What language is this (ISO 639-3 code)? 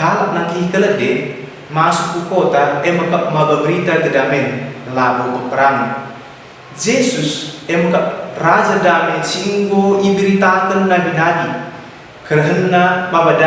btx